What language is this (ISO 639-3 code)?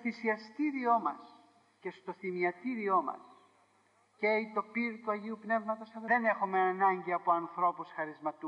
ell